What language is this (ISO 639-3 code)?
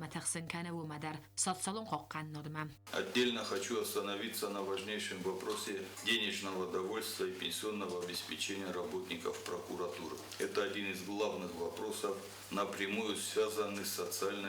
oss